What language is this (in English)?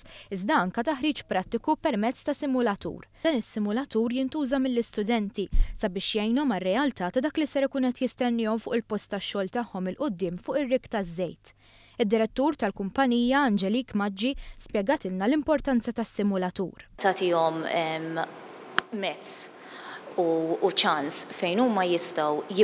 Maltese